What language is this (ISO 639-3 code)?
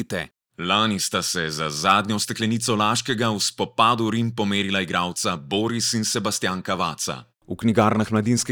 slv